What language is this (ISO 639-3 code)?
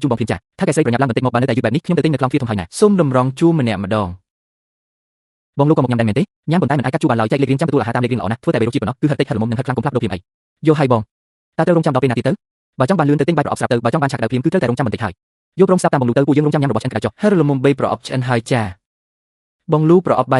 khm